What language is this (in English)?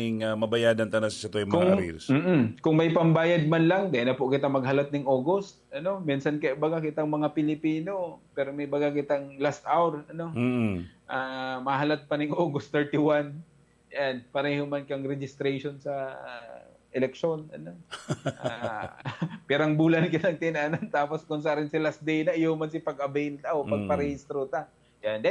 Bikol